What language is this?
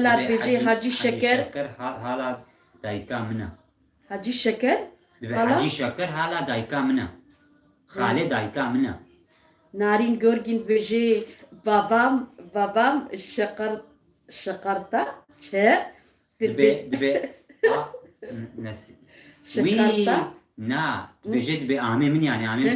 Kurdish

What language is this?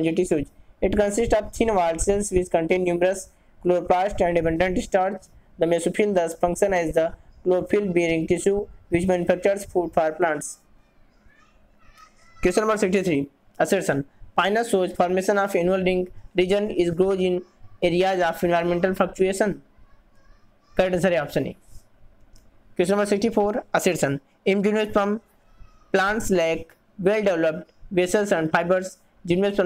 Hindi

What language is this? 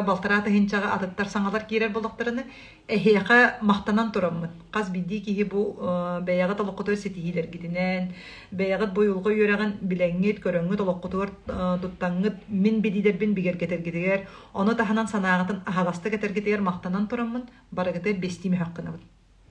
Yakut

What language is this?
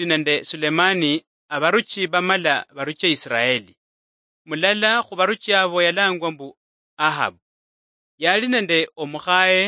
Luyia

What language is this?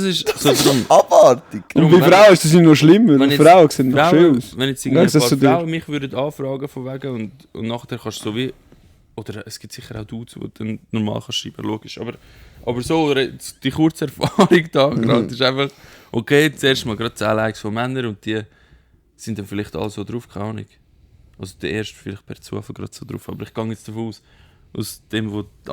Swiss German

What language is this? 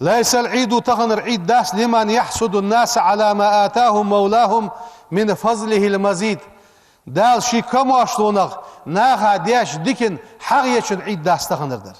Ingush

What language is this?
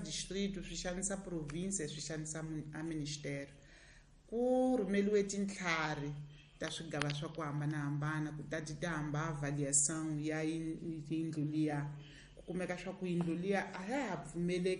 Tsonga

